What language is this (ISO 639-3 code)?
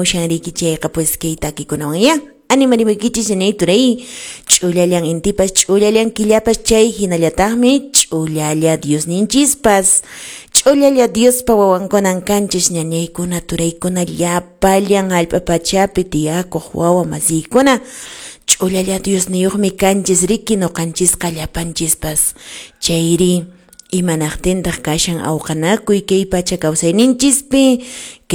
que